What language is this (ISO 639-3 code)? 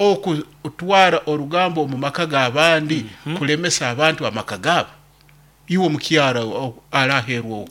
nyn